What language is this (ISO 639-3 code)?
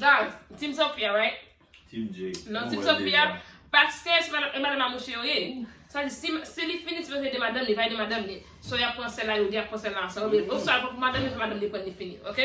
hat